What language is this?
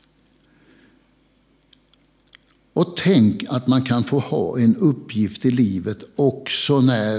Swedish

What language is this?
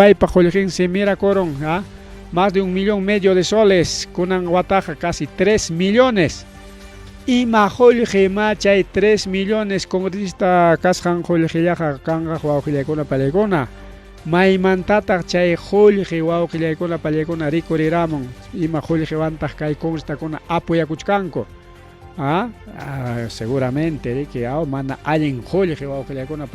Ayacucho Quechua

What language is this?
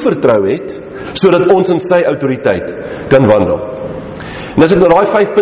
Afrikaans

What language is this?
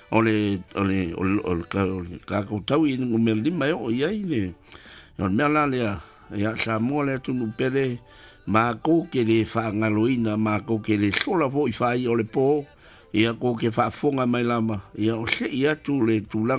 Samoan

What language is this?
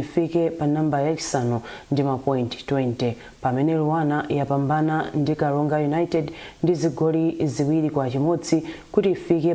Nyanja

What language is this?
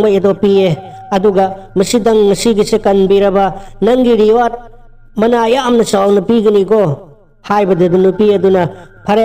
Manipuri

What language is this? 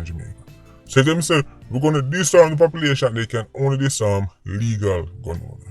Jamaican Creole English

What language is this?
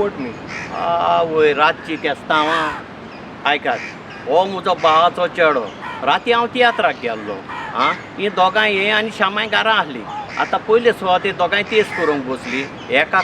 Konkani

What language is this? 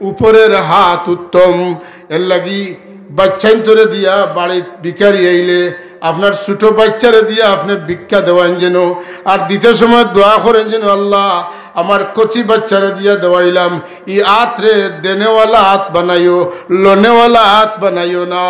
Sylheti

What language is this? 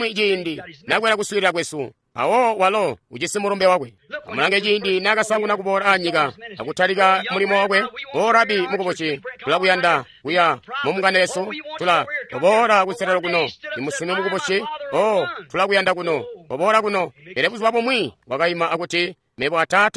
Tonga (Zambia)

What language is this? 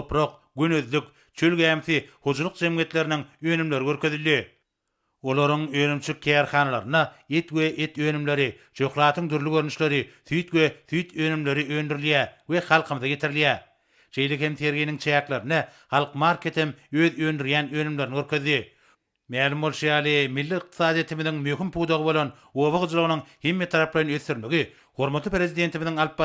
Turkmen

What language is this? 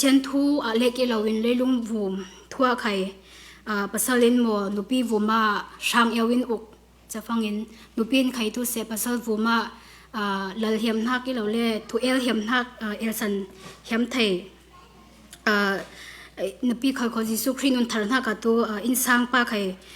Falam Chin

